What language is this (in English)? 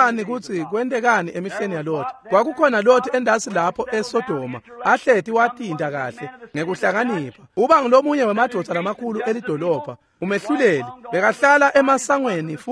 Swati